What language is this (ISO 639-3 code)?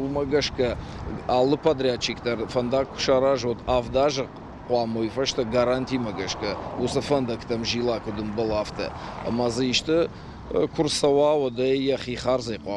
oss